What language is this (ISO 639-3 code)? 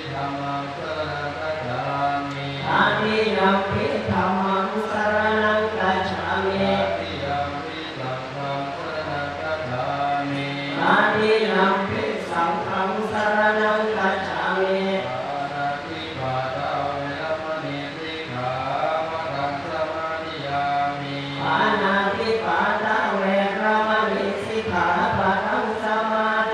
pli